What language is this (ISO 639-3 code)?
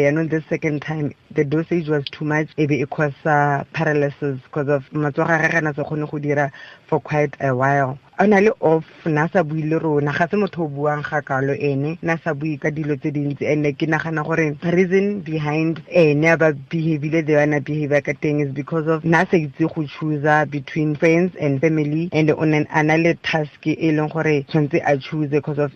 tsn